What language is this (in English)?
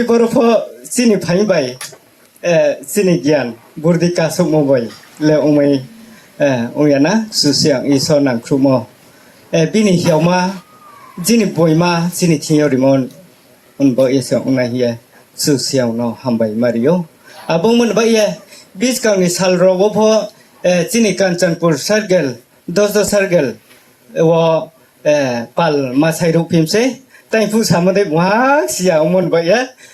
Riang (India)